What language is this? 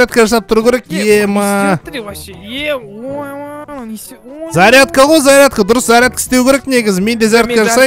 Kazakh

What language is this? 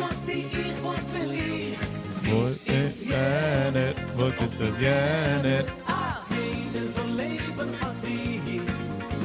Yiddish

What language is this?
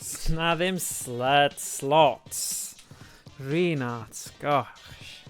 Welsh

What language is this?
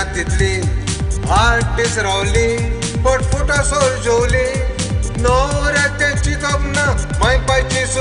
Konkani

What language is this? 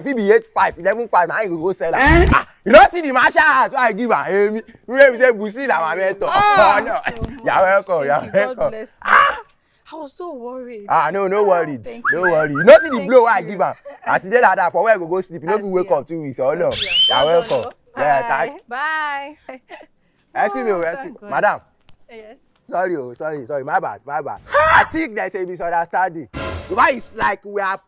Nigerian Pidgin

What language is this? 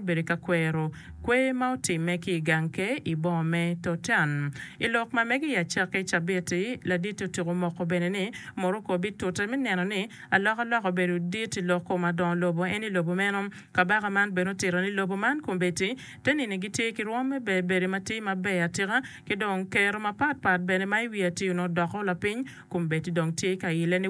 Acoli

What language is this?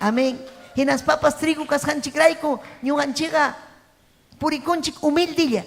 Ayacucho Quechua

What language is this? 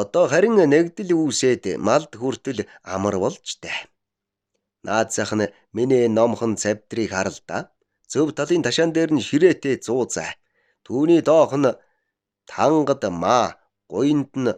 Mongolian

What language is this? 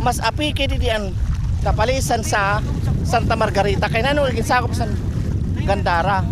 Waray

